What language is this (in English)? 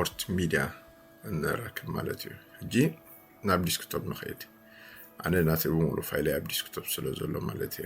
Tigrinya